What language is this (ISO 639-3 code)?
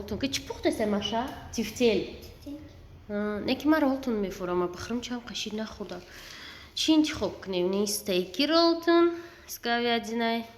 tgk